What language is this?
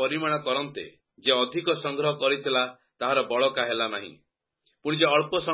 Odia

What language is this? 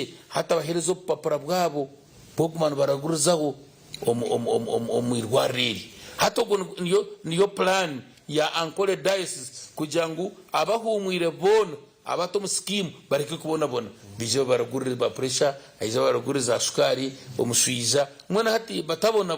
Nyankole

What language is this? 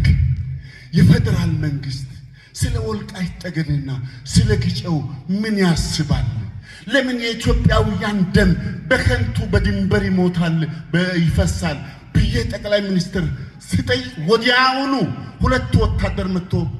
Amharic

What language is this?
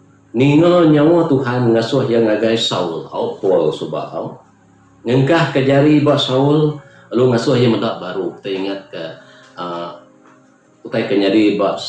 Iban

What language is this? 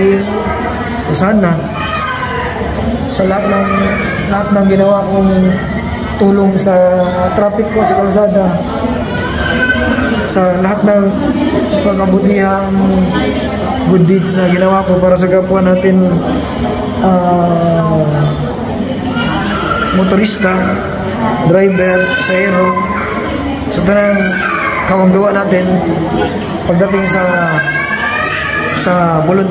Filipino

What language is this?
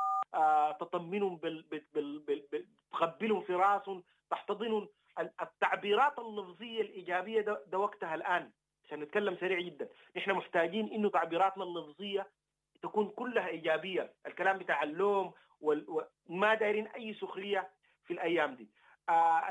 Sudanese Arabic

